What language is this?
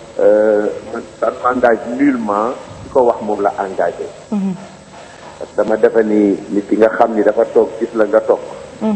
Wolof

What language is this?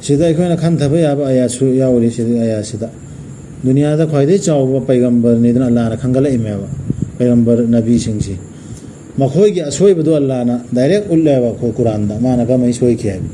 Manipuri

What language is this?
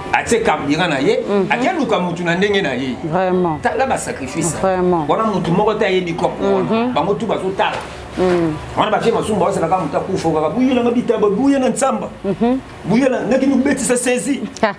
Lingala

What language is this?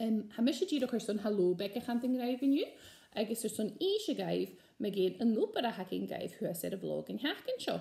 Scottish Gaelic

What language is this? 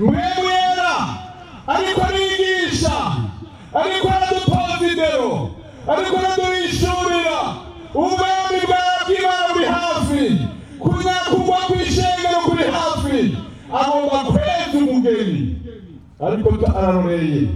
Rundi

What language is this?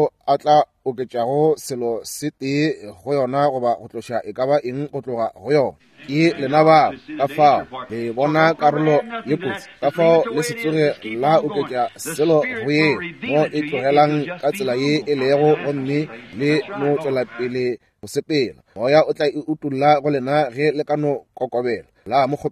Northern Sotho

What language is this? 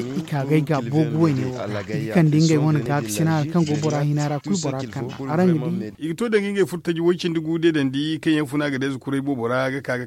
Zarma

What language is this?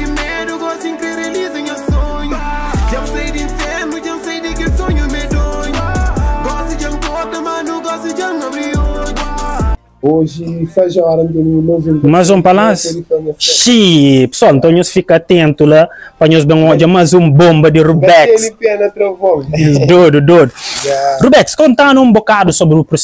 Kabuverdianu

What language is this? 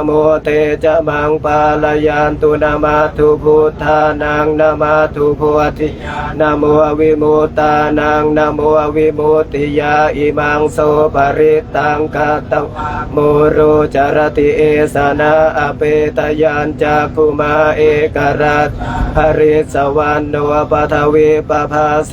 Pali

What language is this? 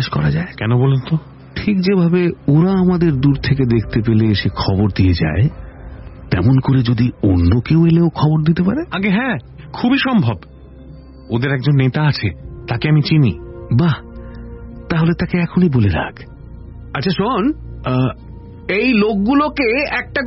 Bangla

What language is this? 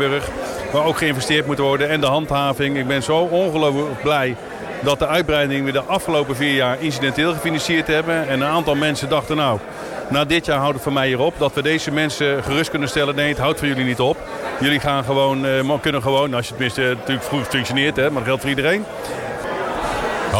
Dutch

